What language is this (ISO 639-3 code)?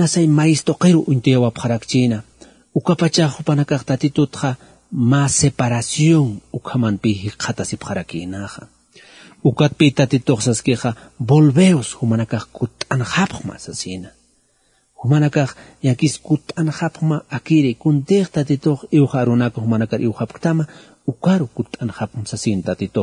aym